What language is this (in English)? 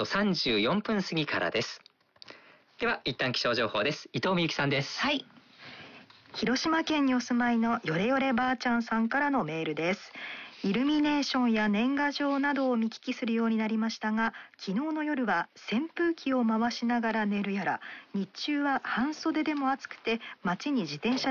Japanese